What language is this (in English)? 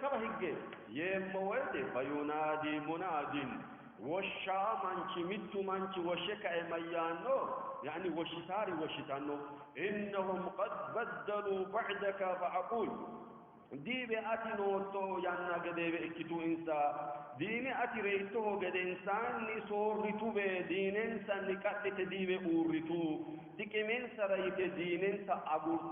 Sidamo